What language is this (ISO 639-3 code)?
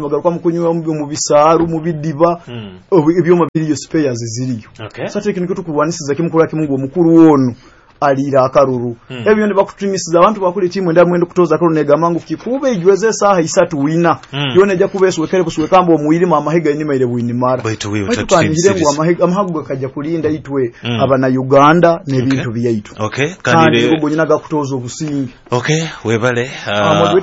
nyo